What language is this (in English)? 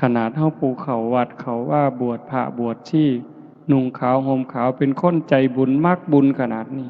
Northeastern Thai